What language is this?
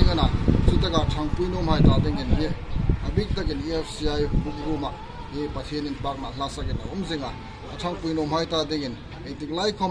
Hmar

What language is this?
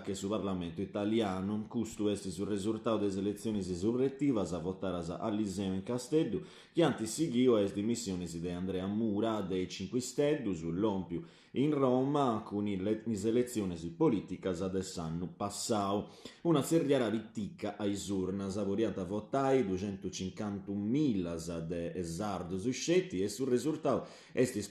Sardinian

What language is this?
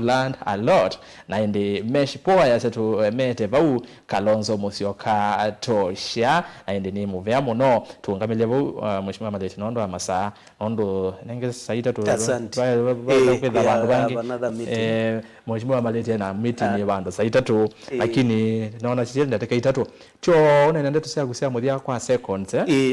Kamba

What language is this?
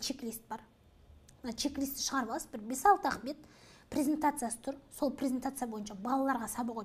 Kazakh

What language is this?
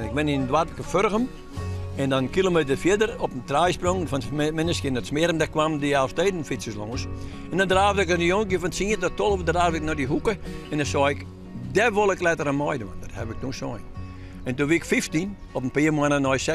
Western Frisian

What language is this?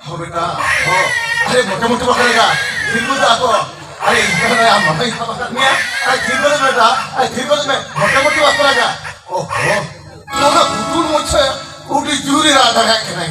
Santali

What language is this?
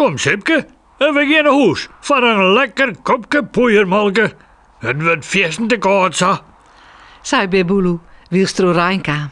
Western Frisian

